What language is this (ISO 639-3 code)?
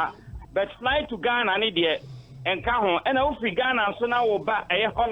aka